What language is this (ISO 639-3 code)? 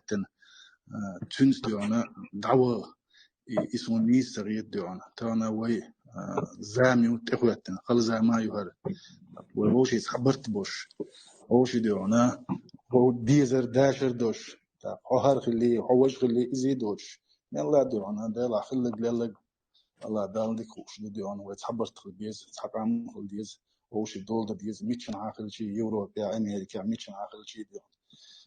che